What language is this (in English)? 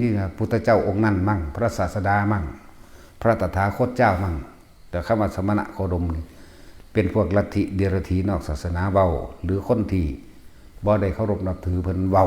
Northeastern Thai